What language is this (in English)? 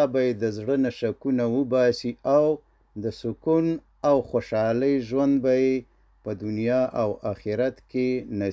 Pashto